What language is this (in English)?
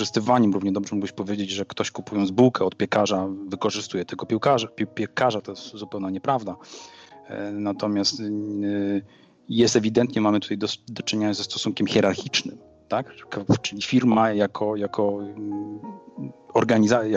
Polish